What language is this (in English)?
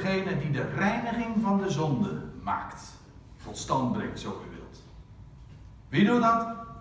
Dutch